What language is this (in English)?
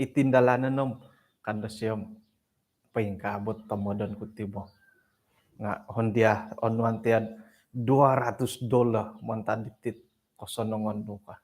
Central Dusun